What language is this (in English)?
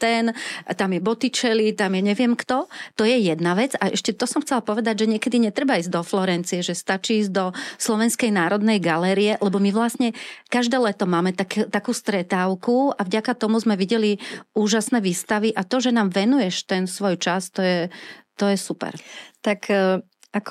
Slovak